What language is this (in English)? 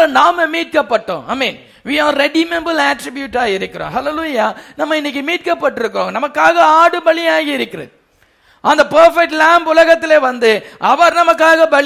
Tamil